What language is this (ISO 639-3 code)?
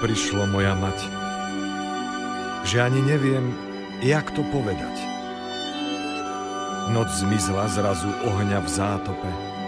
slk